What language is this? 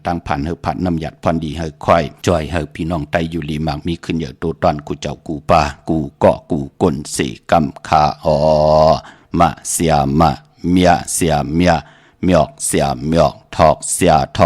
Shan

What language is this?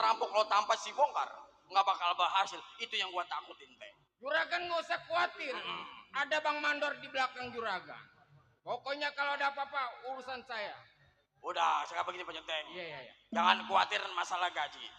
Betawi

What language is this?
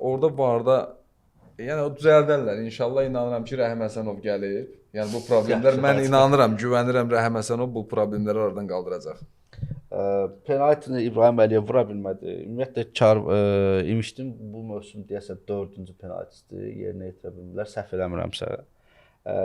Azerbaijani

